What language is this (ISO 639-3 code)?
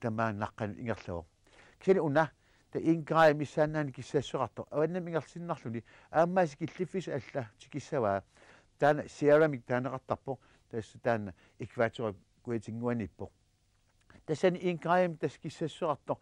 kal